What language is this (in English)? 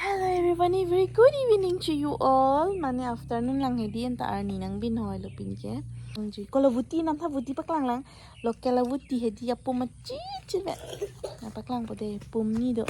Karbi